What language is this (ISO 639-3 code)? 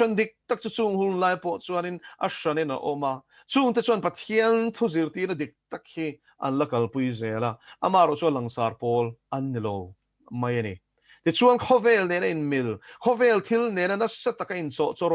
lus